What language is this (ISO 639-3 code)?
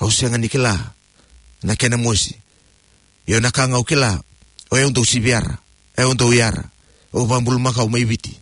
fij